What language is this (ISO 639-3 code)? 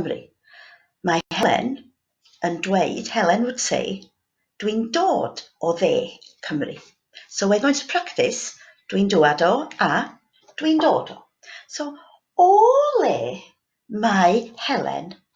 cym